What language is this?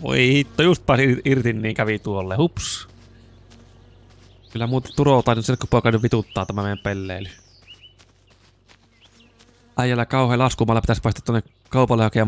Finnish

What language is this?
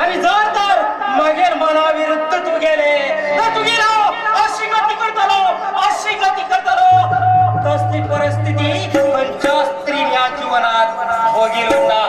Konkani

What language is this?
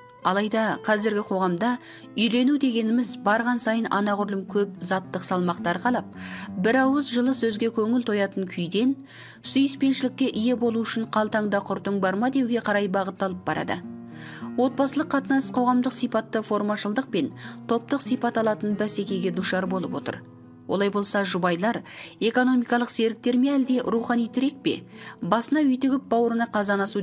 Kazakh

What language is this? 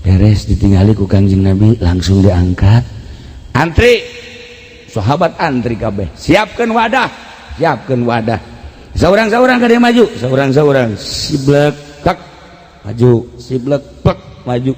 Sundanese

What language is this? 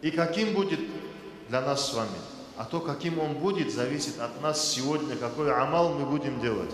Kumyk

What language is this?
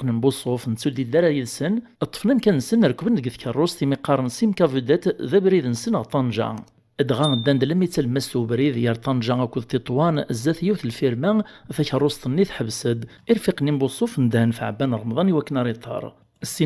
Kabyle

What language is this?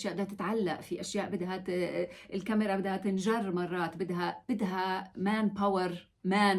North Levantine Arabic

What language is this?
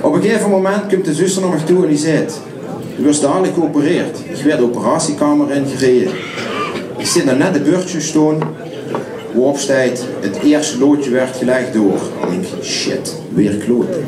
Limburgish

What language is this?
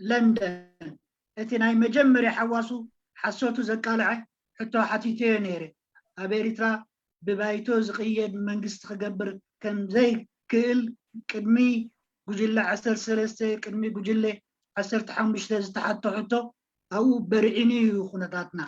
Tigrinya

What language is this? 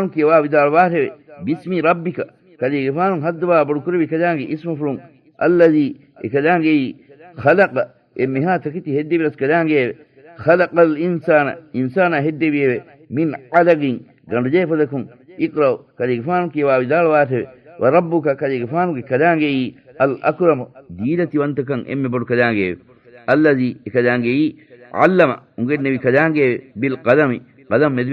Divehi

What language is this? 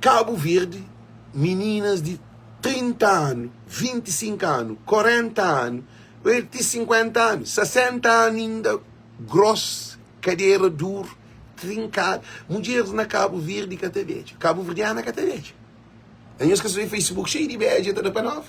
Kabuverdianu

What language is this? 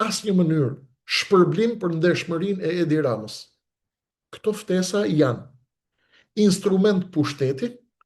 Albanian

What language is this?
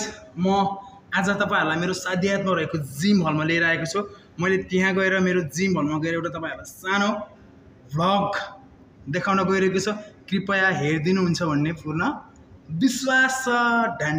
Nepali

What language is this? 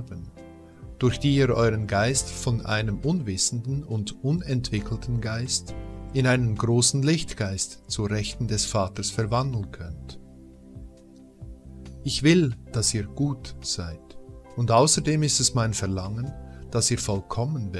German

